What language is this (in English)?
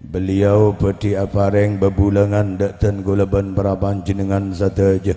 Madurese